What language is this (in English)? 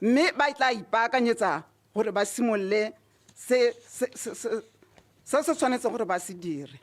Tswana